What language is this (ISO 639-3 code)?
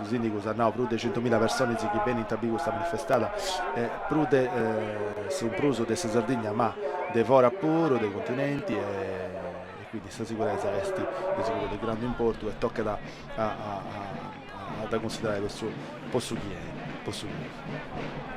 srd